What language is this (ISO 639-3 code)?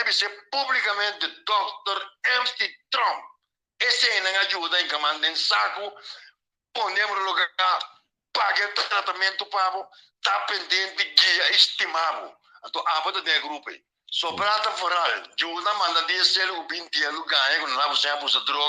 pap